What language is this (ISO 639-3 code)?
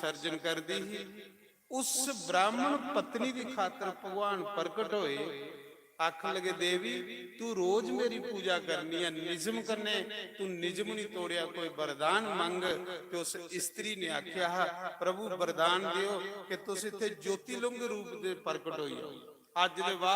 doi